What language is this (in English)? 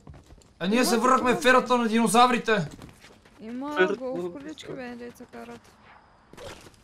Bulgarian